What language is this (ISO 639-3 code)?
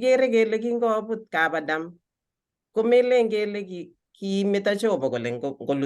kln